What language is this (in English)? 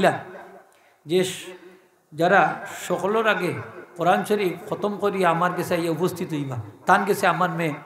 Sylheti